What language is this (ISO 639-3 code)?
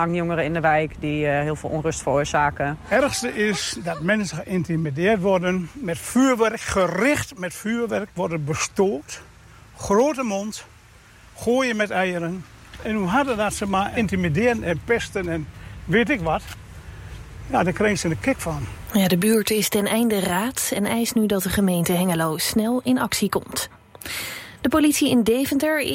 nld